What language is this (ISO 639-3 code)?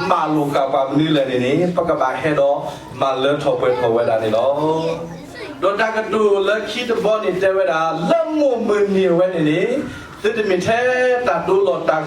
ksw